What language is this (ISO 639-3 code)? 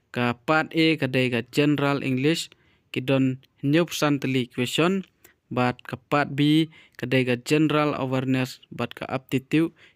kha